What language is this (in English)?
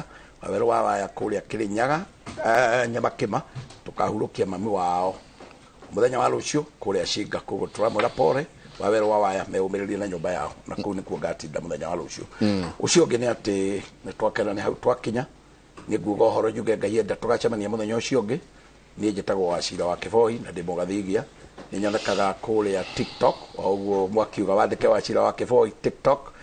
Kikuyu